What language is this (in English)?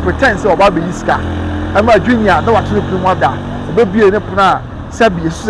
Akan